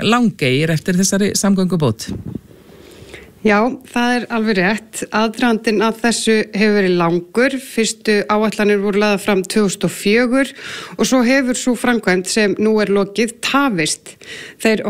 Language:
Icelandic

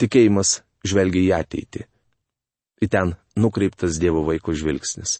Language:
Lithuanian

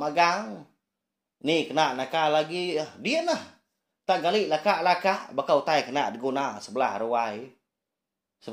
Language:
Iban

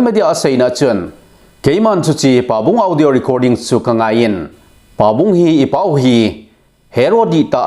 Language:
Thado Chin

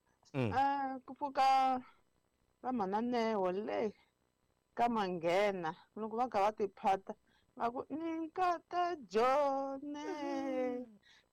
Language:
Tsonga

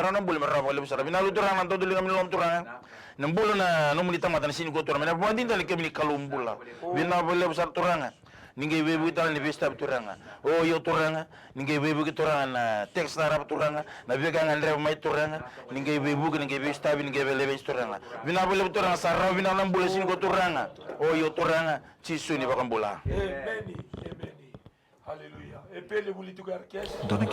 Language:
Fijian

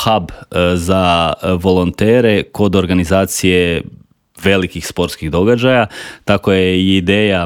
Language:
Croatian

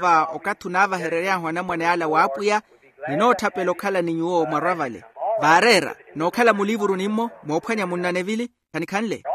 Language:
Makhuwa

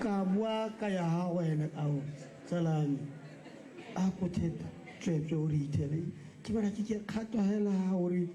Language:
Tswana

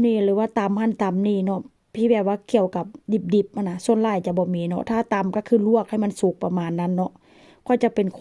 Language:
Lao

